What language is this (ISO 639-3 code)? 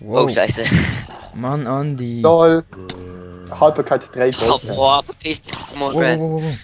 gsw